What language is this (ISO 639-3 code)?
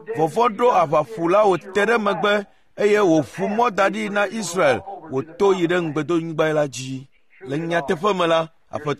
ewe